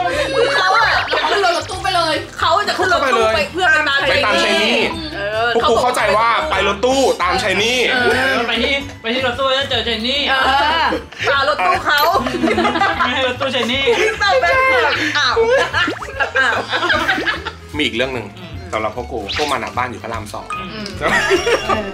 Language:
Thai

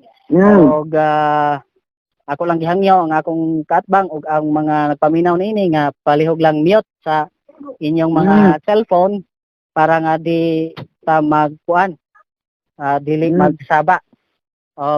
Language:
Cebuano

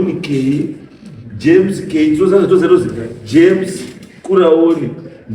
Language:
Shona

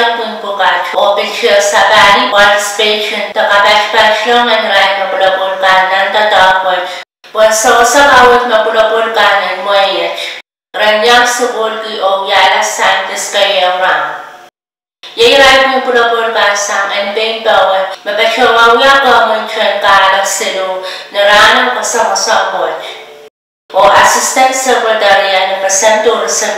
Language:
Pohnpeian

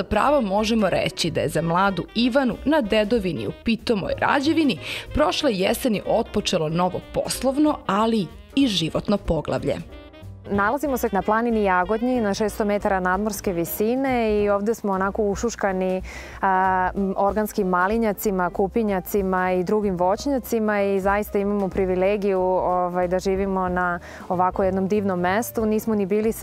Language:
Serbian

